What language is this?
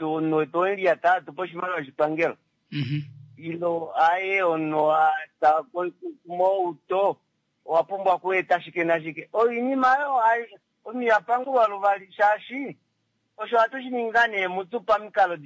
Kuanyama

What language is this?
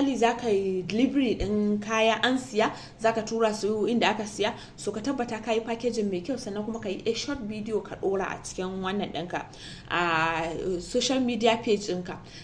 Hausa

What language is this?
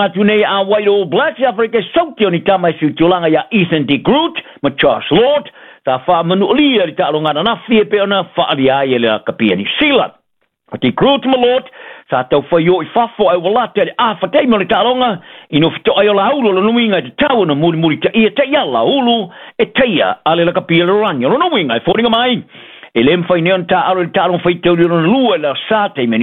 Samoan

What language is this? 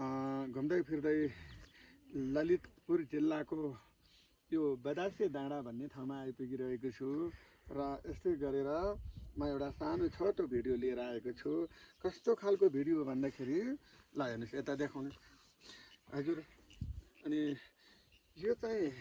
Nepali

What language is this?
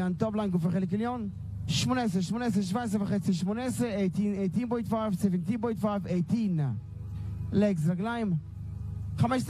Hebrew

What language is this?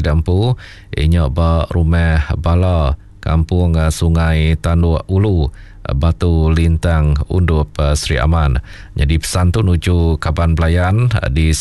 Iban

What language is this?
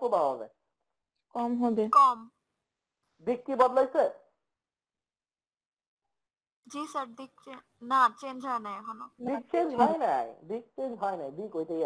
Bangla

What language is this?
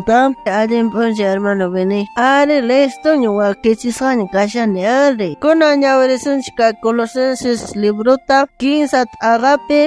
South Bolivian Quechua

